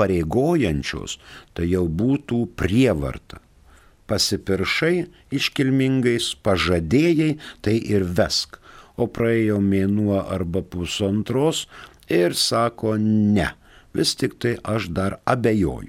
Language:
Lithuanian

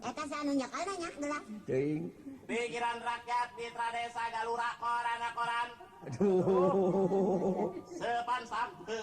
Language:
Sundanese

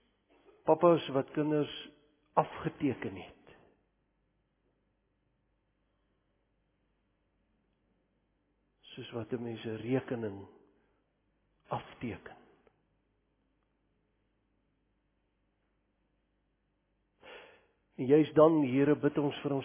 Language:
Afrikaans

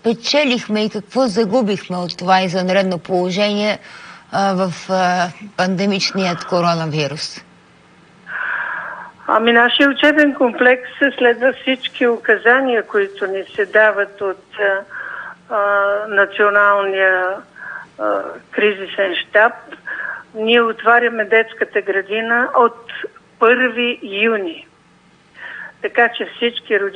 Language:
Bulgarian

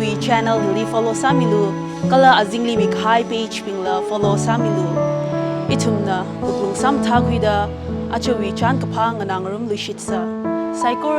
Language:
Tangkhul Naga (India)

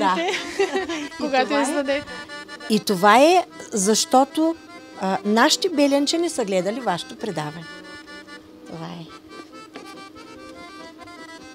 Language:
Bulgarian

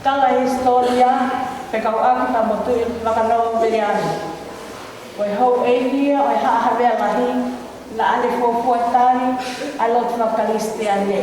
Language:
Tongan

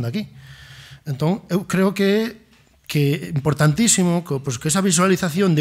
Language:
Galician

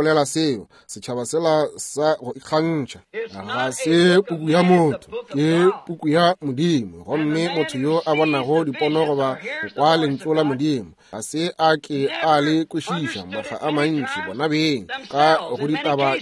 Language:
Northern Sotho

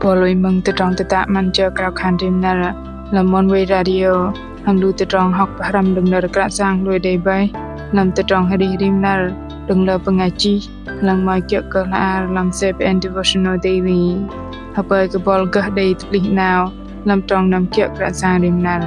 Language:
Bahnar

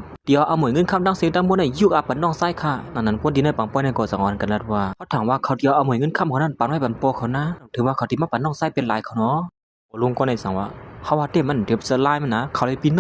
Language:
Shan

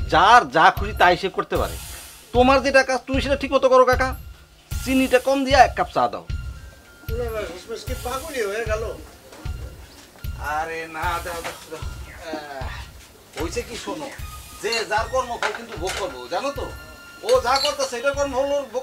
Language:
Bangla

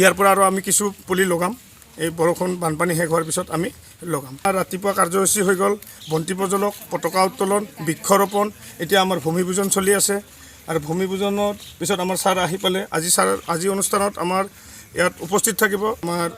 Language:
Assamese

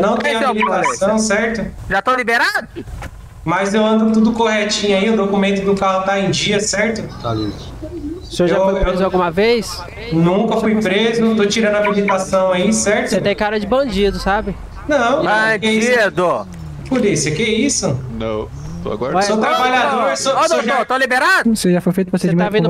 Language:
Portuguese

